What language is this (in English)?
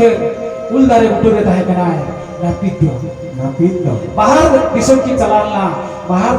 Santali